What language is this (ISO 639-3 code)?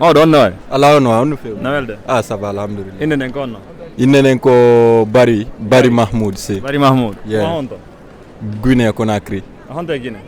ful